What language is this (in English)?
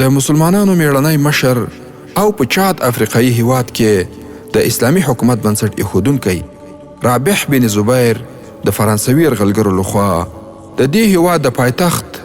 Pashto